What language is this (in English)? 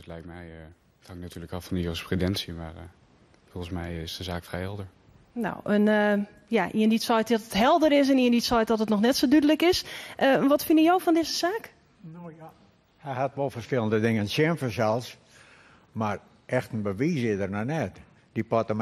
Western Frisian